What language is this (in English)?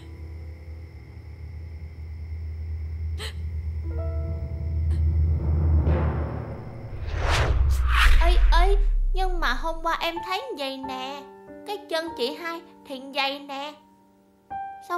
Vietnamese